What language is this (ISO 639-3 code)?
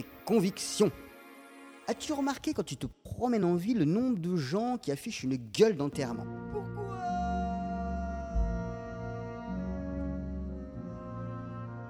fra